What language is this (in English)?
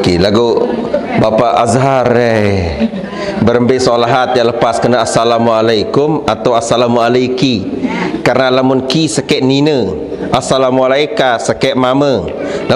Sasak